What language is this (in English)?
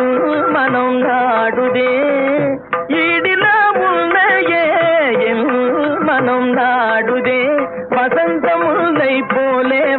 Tamil